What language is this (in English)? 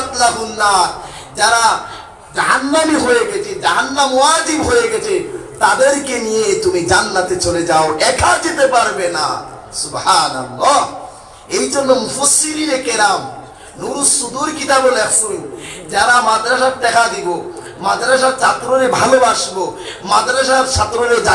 Sylheti